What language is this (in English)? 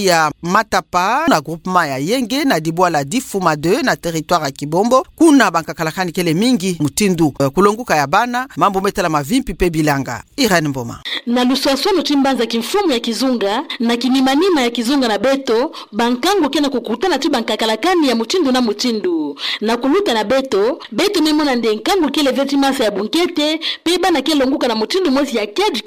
Kituba (Democratic Republic of Congo)